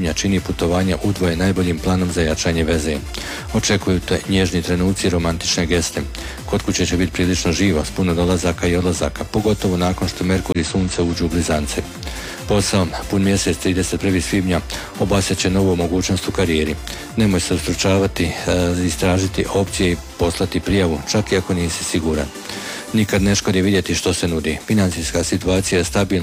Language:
Croatian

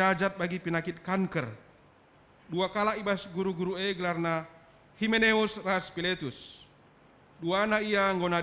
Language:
Batak Karo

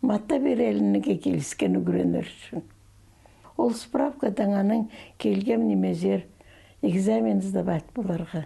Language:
Khakas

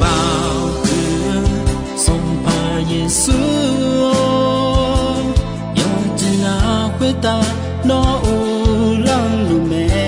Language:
Akha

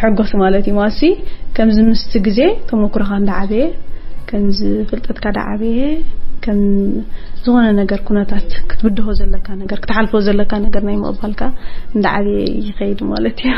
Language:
Tigrinya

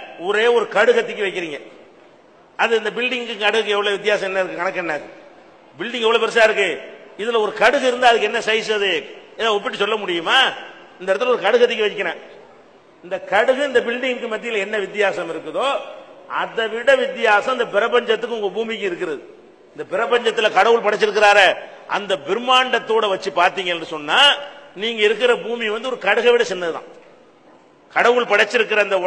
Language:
Tamil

